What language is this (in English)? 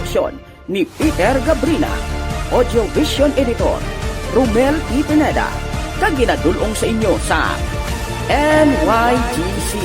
Hiligaynon